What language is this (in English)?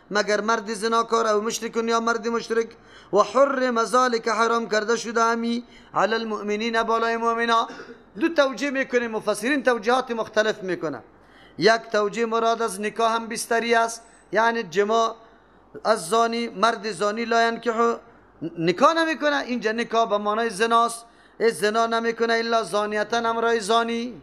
Persian